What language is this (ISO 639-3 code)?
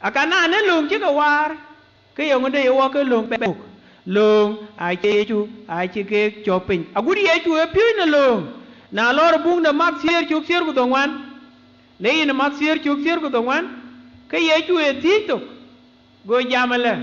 din